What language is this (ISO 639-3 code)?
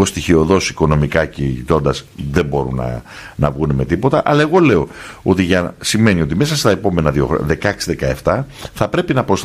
ell